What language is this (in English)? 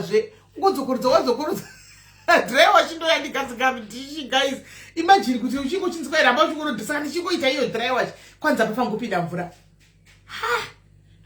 Shona